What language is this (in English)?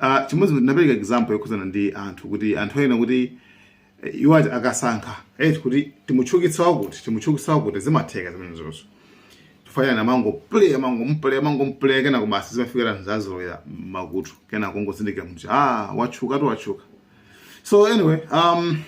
Nyanja